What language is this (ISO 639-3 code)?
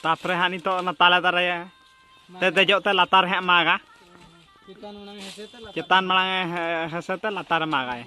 sat